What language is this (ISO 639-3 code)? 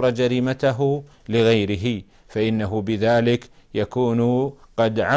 ara